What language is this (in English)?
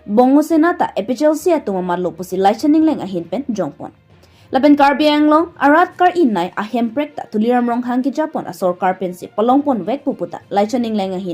Karbi